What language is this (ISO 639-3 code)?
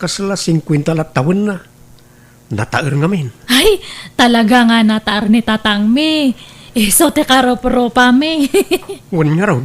ilo